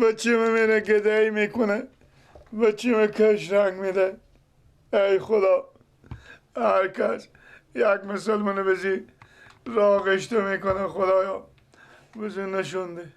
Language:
Persian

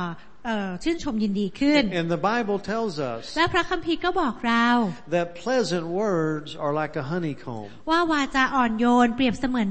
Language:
Thai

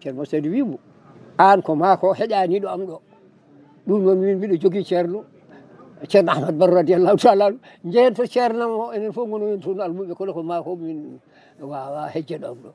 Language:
Fula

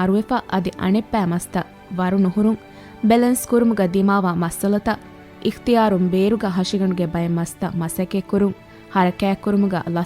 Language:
Divehi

